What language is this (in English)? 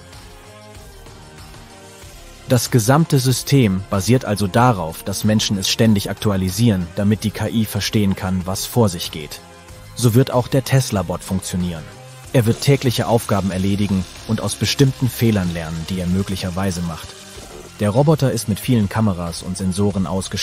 German